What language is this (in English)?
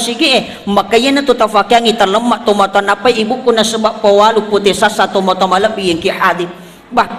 Buginese